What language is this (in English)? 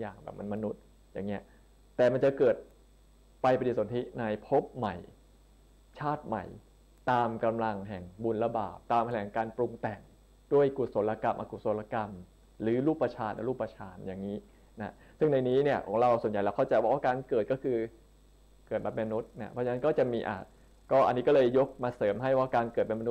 Thai